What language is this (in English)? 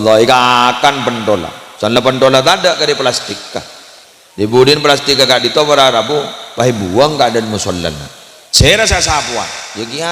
Madurese